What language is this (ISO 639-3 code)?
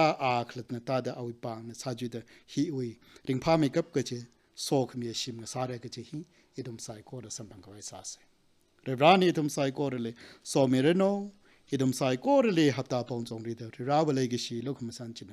nmf